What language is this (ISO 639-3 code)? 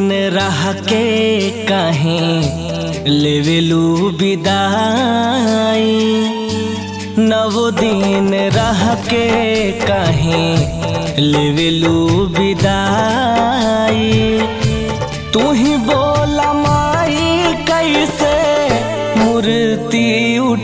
bho